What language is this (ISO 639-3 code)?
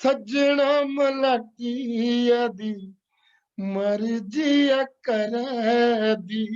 doi